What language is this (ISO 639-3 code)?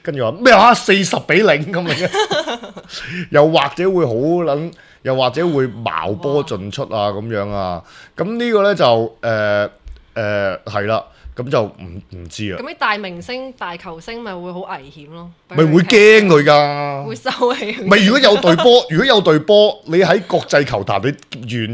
yue